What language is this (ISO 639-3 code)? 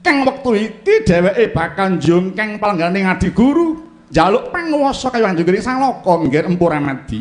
jav